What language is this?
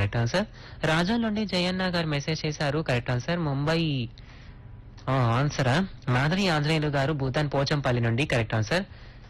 Telugu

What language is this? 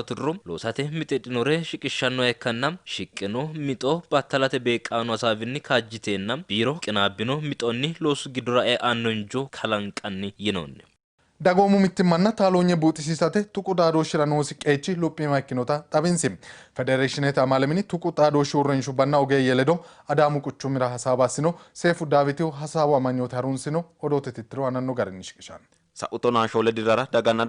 Sidamo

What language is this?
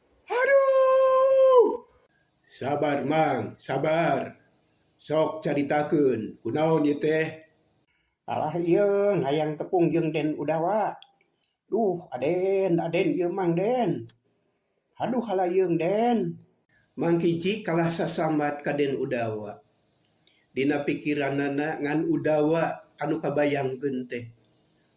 Sundanese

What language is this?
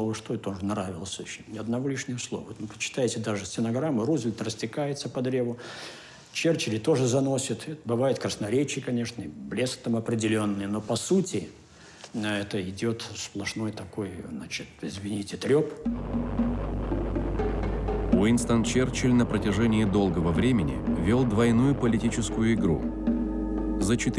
Russian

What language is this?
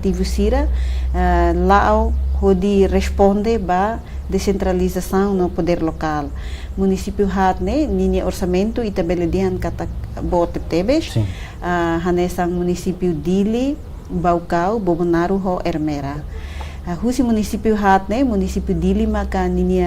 Tetum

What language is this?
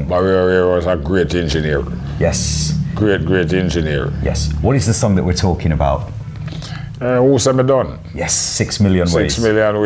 Jamaican Creole English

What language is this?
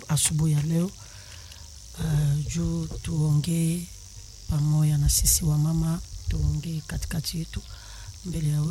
Swahili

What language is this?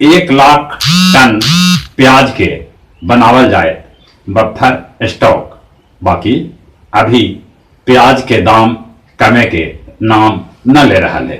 Magahi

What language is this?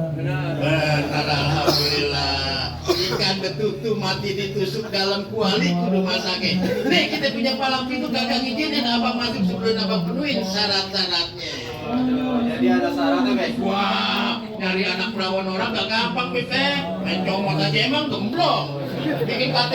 Betawi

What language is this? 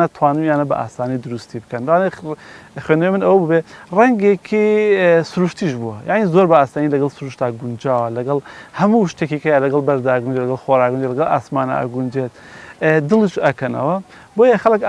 Central Kurdish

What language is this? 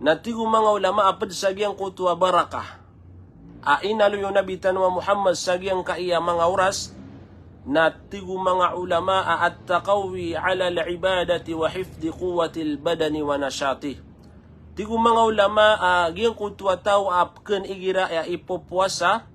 Maranao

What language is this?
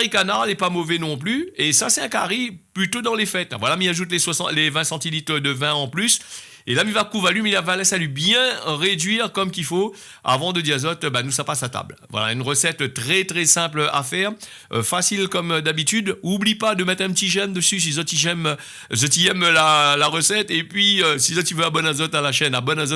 Réunion Creole French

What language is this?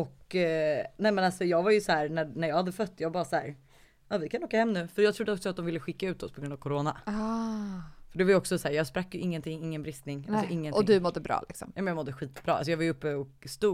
Swedish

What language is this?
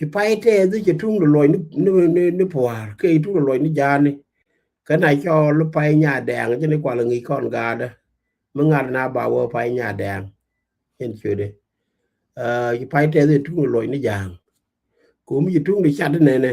Nuer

